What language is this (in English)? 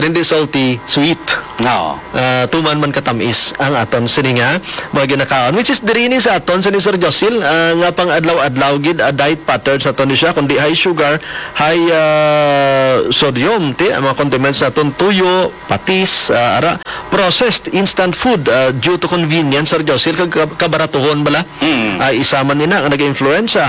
Hiligaynon